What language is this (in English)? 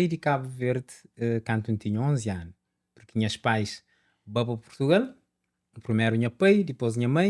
Kabuverdianu